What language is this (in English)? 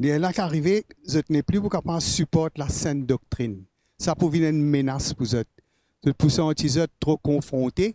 Morisyen